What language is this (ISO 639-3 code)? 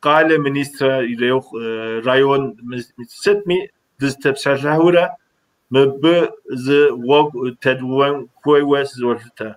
kbd